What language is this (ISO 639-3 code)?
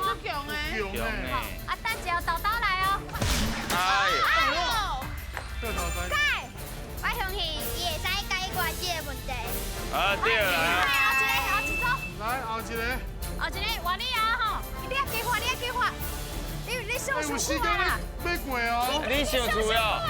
nan